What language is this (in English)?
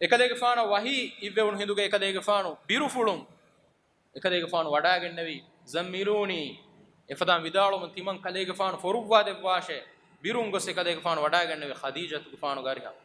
Divehi